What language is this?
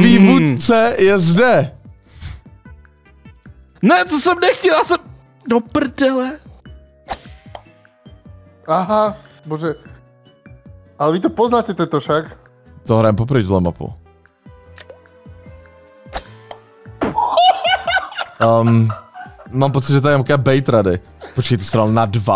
Czech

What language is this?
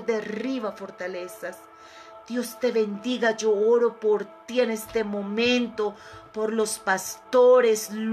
Spanish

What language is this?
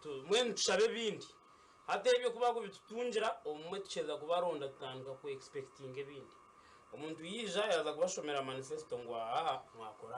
Nyankole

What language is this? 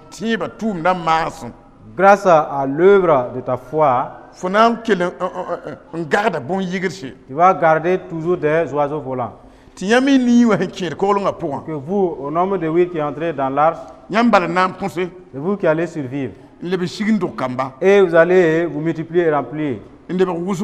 Mossi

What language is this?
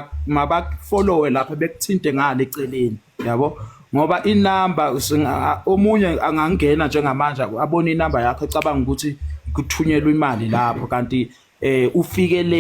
Zulu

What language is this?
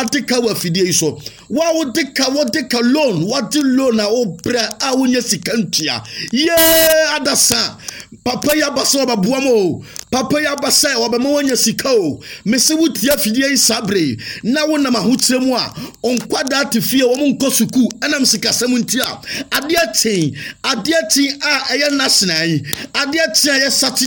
Akan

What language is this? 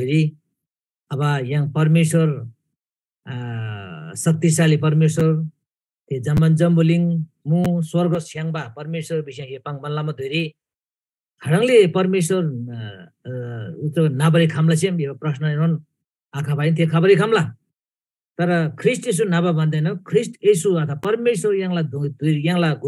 Eastern Tamang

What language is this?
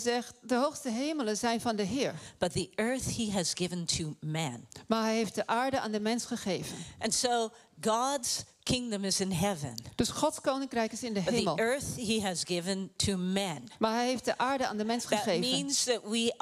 Dutch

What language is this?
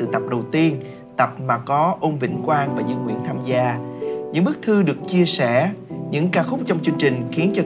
Vietnamese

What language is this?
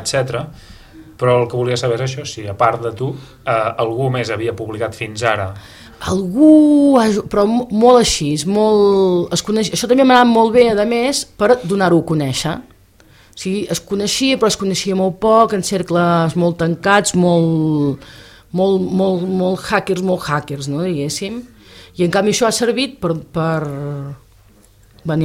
Catalan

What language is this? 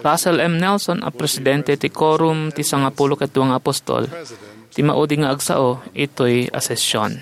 Iloko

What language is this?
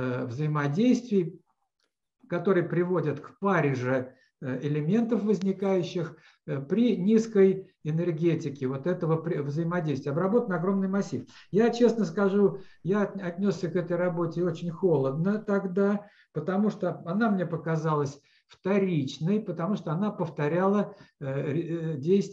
Russian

